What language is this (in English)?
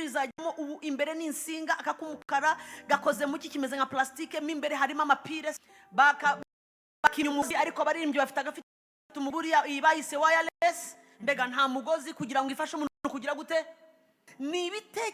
Kinyarwanda